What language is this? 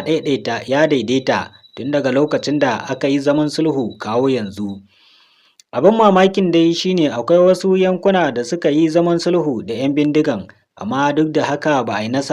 Hausa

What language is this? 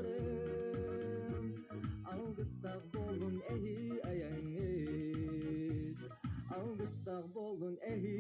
Yakut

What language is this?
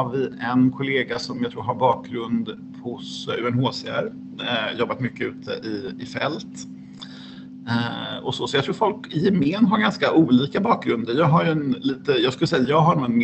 Swedish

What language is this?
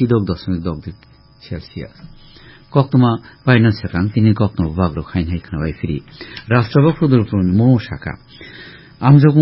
Kok Borok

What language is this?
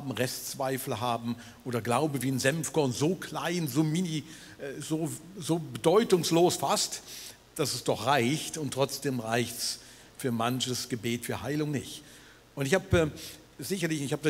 Swiss German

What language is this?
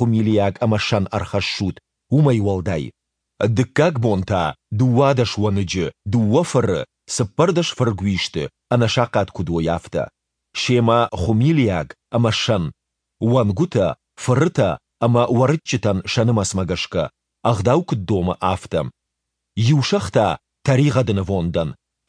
Ossetic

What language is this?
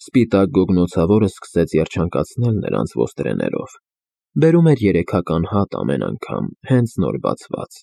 Armenian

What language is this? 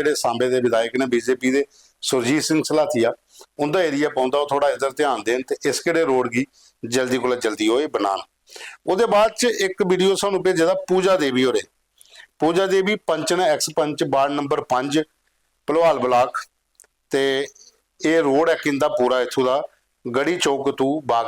Dogri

